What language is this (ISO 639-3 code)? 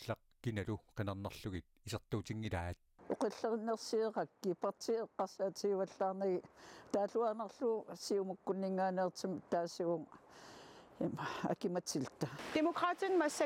kal